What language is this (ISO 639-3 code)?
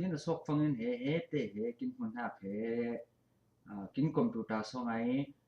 cfm